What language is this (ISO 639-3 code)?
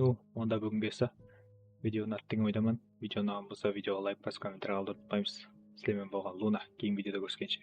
kaa